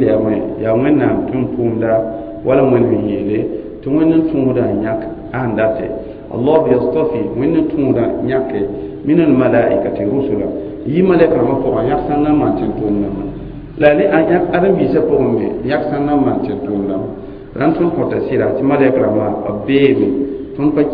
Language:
Mossi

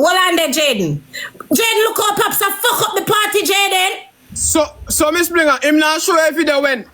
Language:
Jamaican Creole English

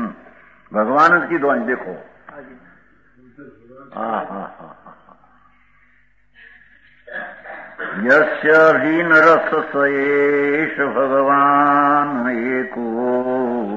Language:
Gujarati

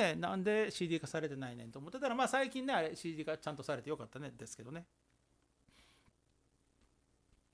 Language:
Japanese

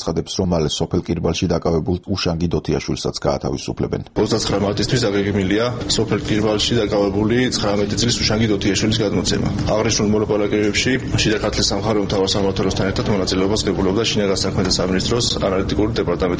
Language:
Georgian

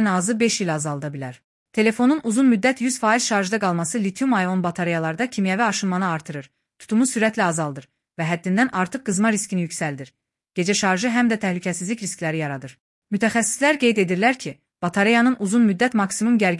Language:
Azerbaijani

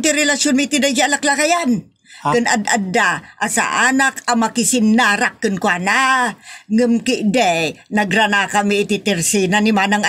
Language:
Iloko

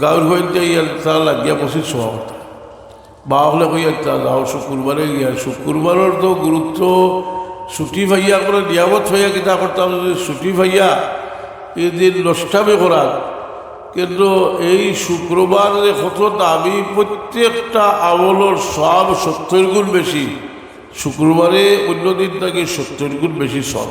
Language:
Sylheti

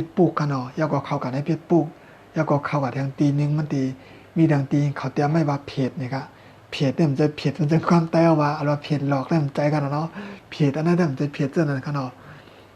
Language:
Shan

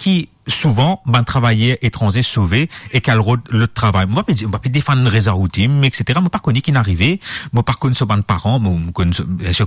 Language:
Morisyen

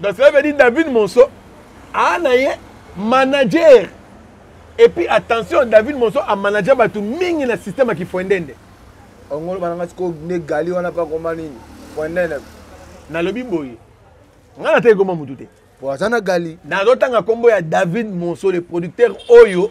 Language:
Lingala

